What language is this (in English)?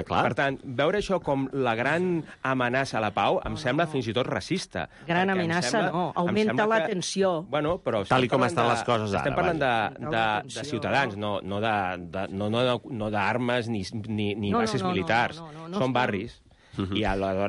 Catalan